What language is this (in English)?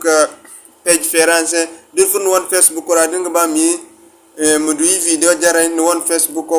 Zarma